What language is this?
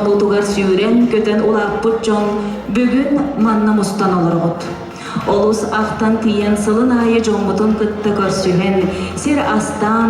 Yakut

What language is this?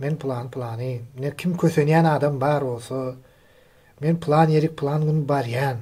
Turkmen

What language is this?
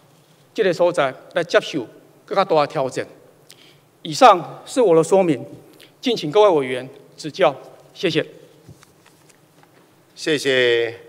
Chinese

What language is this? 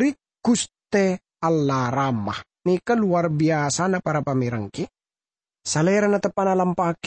Madurese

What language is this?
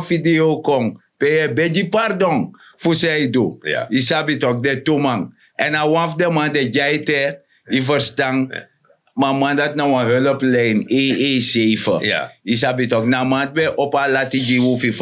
Sranan Tongo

